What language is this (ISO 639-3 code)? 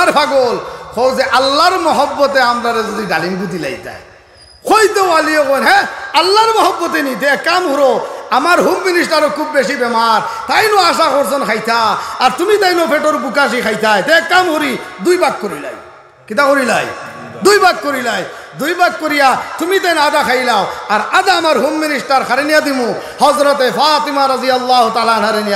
syl